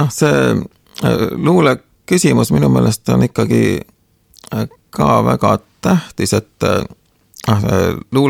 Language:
Estonian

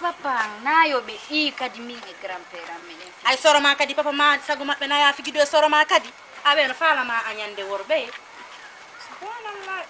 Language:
Fula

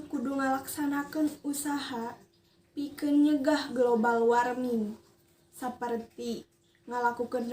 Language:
Sundanese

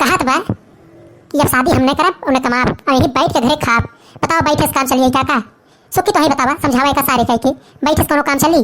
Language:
Awadhi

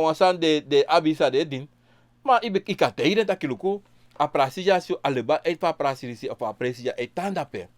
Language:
Sranan Tongo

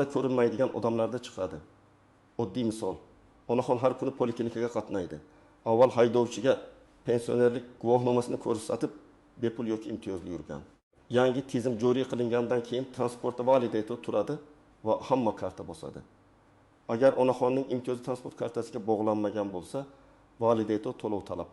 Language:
Uzbek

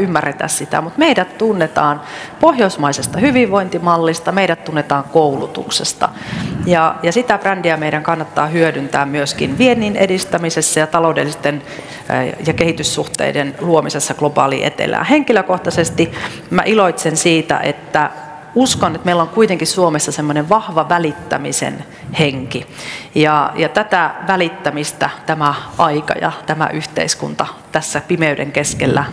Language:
Finnish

